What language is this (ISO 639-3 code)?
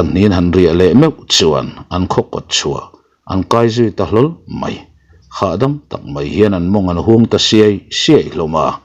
lus